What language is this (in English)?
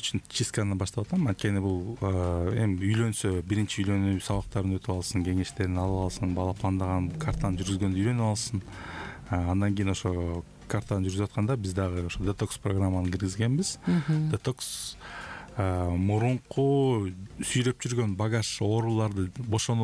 Kyrgyz